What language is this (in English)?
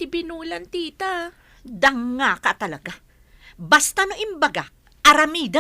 Iloko